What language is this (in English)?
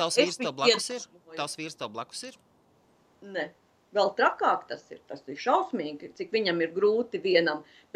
Latvian